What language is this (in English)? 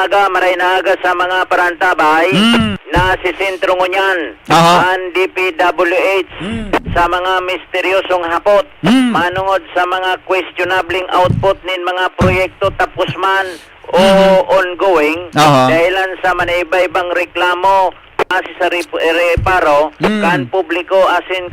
Bikol